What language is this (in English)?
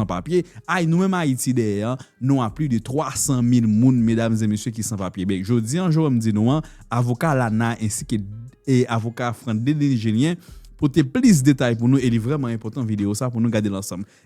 Haitian Creole